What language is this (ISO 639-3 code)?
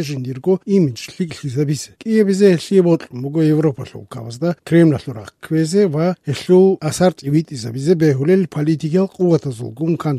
ava